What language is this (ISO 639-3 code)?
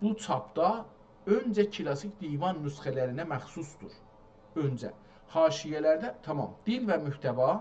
azb